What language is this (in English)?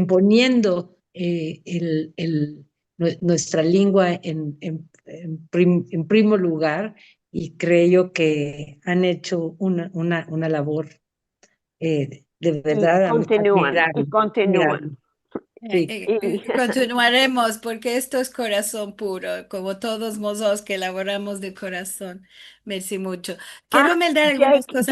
Ladino